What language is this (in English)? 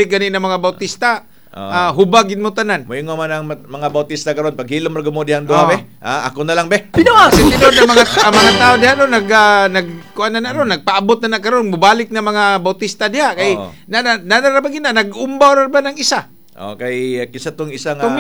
Cebuano